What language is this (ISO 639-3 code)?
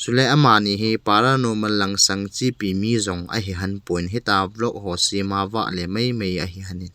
tcz